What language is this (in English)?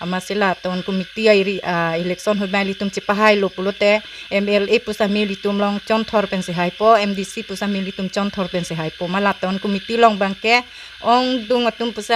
Karbi